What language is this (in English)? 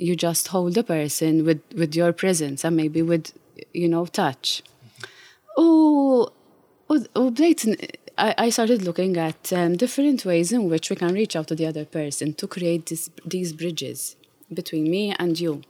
Maltese